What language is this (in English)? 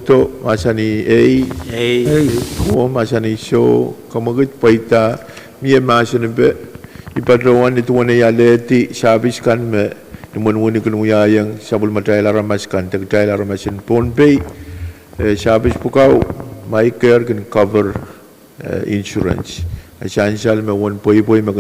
Pohnpeian